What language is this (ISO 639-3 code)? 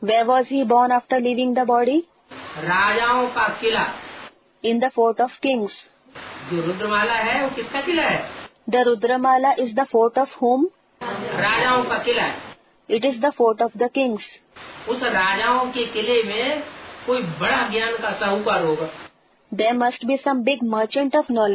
hin